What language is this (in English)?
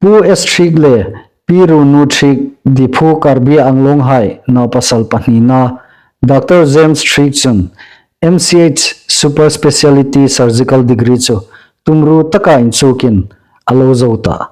Hmar